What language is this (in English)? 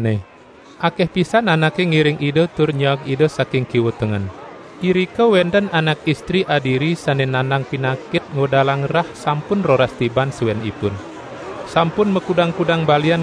Balinese